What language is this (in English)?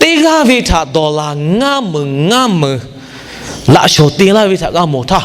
Lahu